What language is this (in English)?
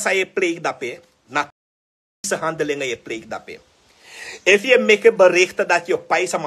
Sranan Tongo